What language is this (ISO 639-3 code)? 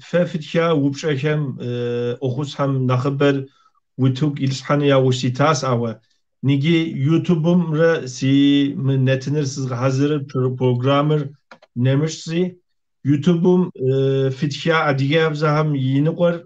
kbd